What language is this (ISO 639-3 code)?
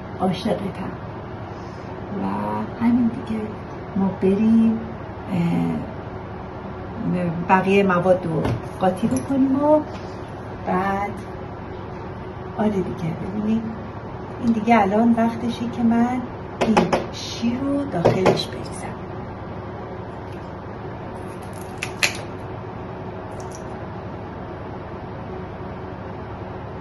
fas